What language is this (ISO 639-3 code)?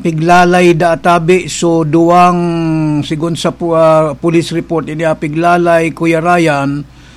bik